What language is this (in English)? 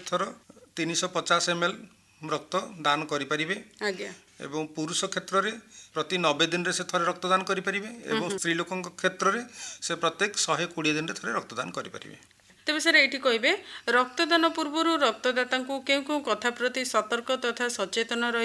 Odia